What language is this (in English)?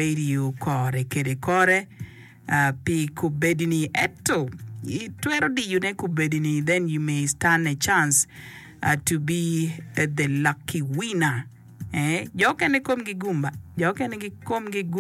Acoli